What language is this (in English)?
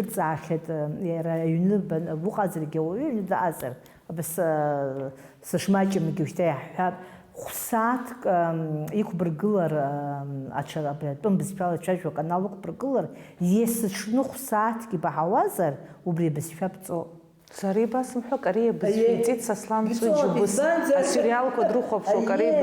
Abkhazian